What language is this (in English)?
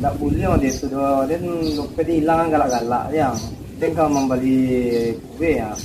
Minangkabau